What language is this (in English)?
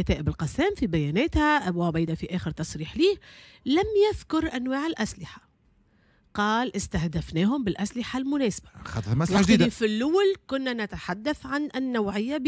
Tunisian Arabic